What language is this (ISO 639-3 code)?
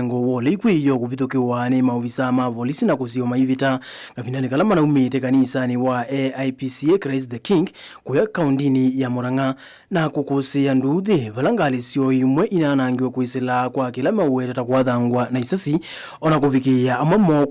kam